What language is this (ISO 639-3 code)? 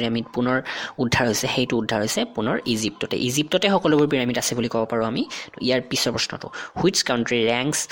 asm